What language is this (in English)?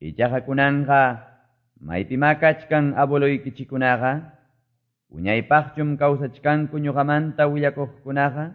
Quechua